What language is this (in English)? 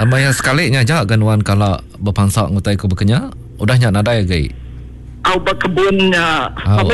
Iban